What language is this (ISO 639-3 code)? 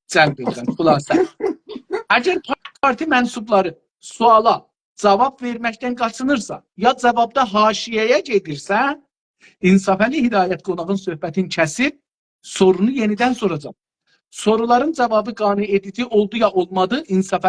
azb